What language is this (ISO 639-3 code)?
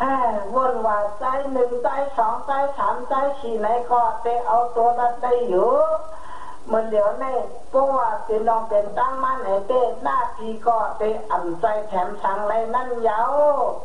shn